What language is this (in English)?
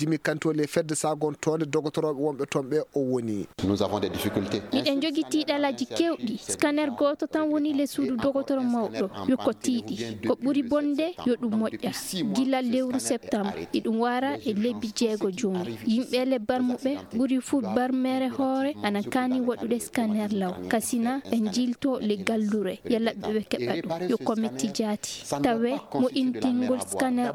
Fula